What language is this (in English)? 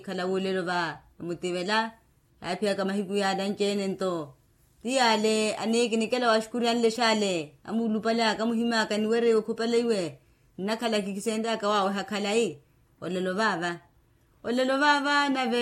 Makhuwa